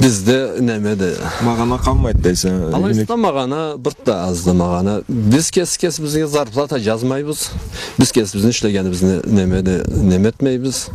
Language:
Karachay-Balkar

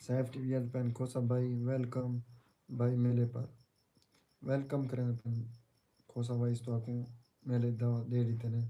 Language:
Saraiki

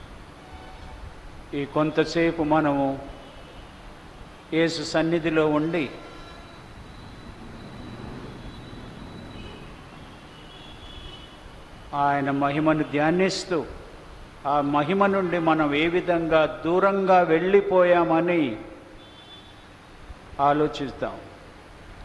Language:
Telugu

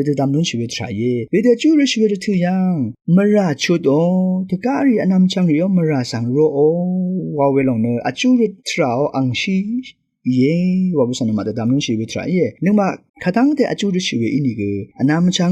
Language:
Rawang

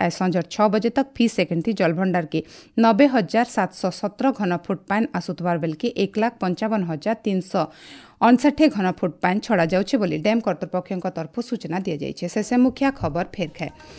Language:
Odia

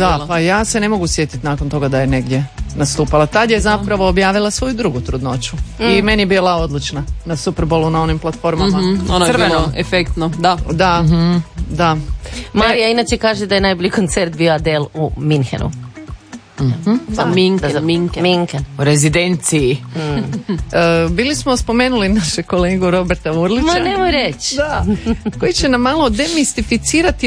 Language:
Croatian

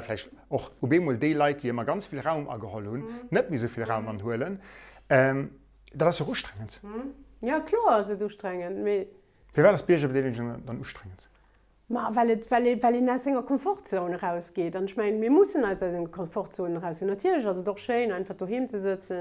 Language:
Luxembourgish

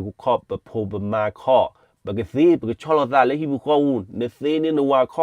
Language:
S'gaw Karen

